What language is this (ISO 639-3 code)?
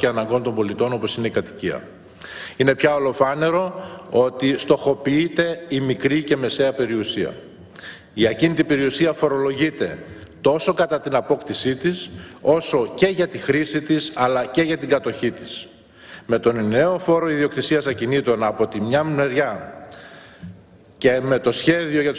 ell